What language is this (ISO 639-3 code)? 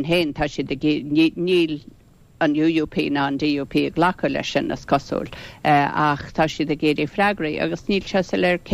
gle